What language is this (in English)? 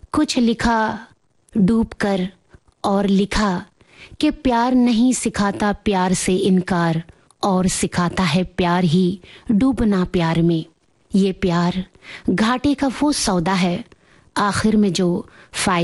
Hindi